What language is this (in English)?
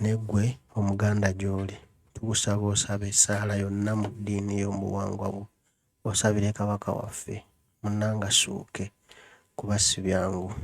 Ganda